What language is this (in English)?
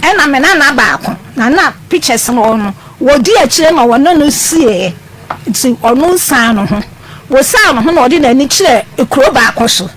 Akan